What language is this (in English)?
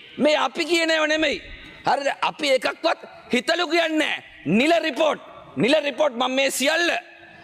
Sinhala